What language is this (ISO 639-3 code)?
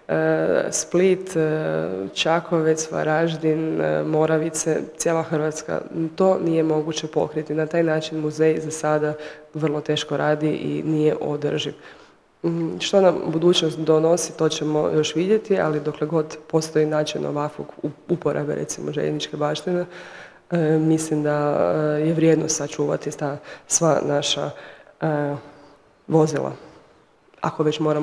hrv